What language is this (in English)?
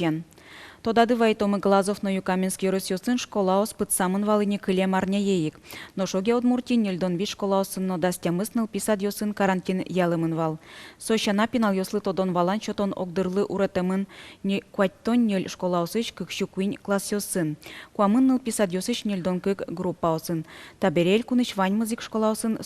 Udmurt